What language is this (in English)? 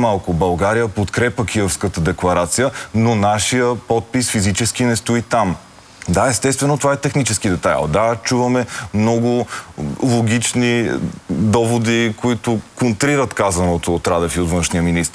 Bulgarian